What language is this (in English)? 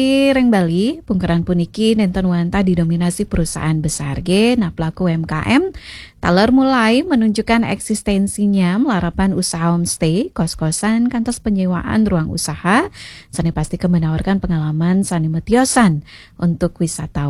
Balinese